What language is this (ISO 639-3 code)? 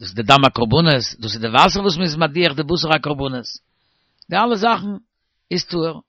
yid